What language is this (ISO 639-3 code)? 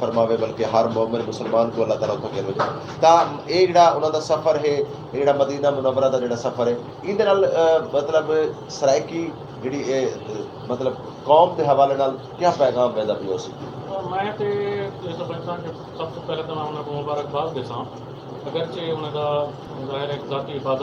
skr